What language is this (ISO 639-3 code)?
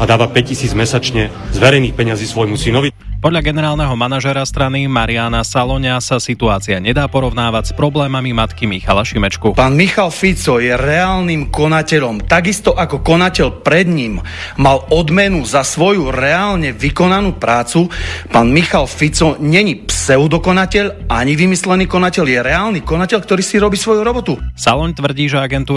slk